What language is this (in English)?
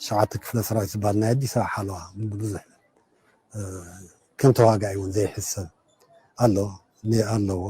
Tigrinya